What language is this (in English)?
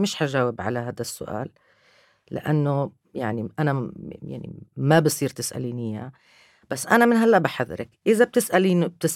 North Levantine Arabic